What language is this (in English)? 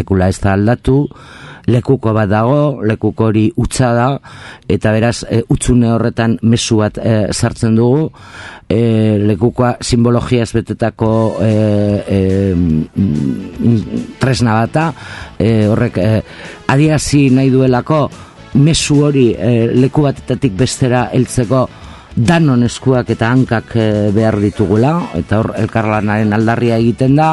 Basque